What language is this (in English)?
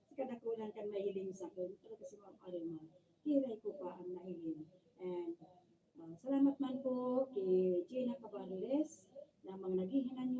Bikol